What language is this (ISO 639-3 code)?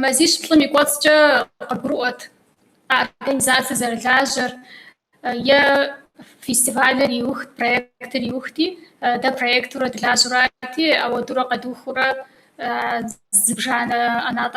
kbd